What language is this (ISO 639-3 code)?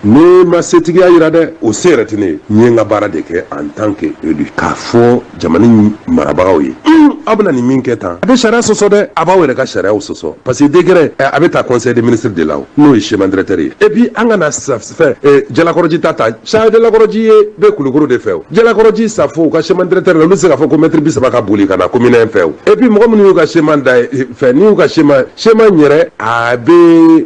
bam